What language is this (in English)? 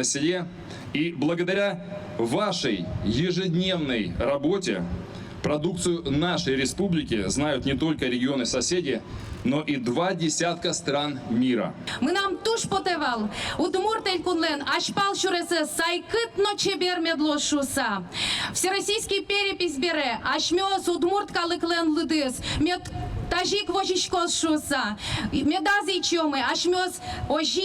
Udmurt